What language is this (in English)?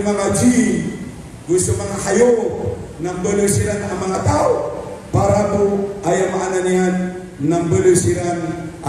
Maranao